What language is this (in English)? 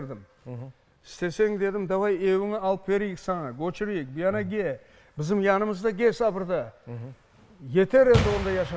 Crimean Tatar